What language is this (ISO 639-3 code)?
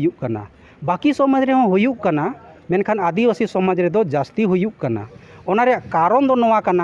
sat